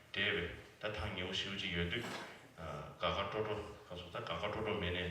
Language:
Tibetan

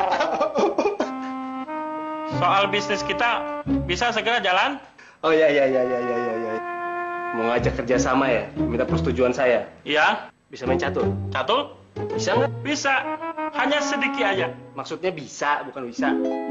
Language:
Indonesian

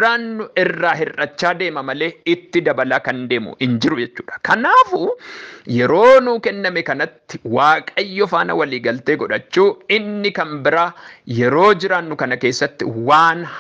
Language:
Oromo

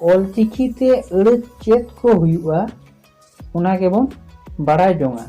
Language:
Santali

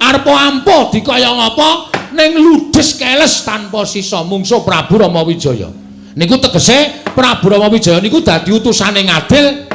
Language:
Javanese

